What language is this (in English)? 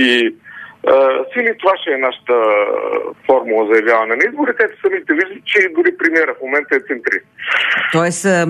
Bulgarian